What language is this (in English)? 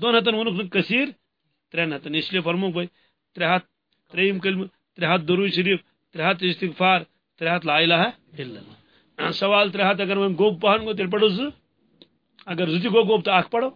Kashmiri